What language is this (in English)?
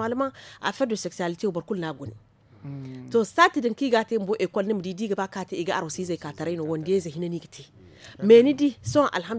Zarma